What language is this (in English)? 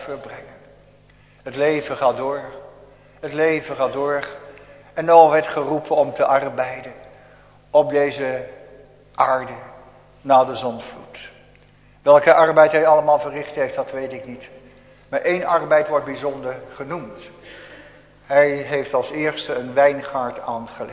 Dutch